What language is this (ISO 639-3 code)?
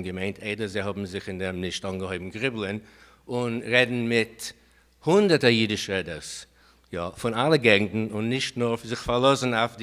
yid